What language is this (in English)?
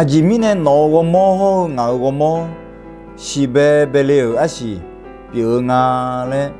Akha